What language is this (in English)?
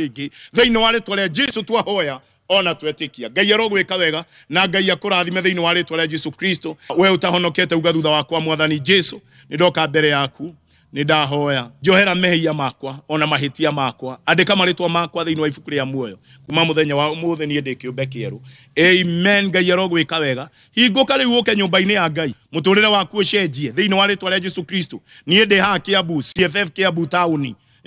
Kikuyu